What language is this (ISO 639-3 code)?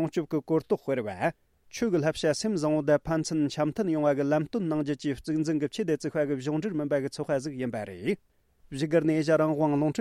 bod